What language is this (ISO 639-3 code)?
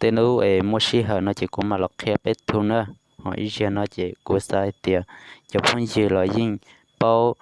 hmn